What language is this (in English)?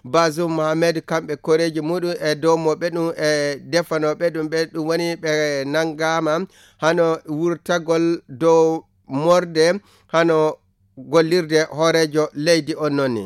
Nigerian Fulfulde